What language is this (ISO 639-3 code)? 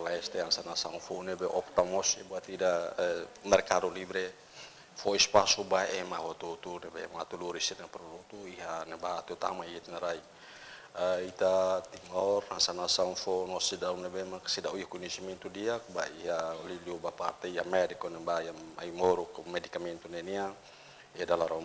tet